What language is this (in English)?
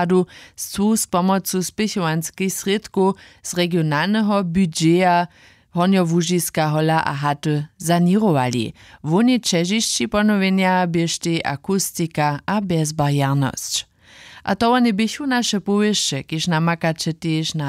Upper Sorbian